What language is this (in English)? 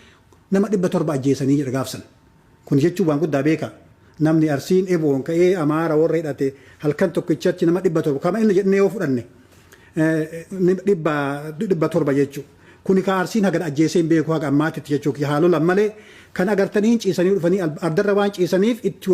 Oromo